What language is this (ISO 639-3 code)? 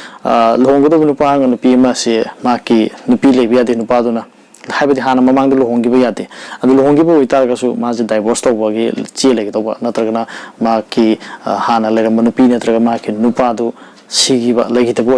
mni